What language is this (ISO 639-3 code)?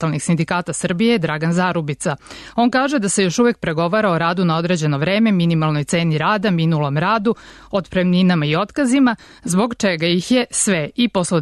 srp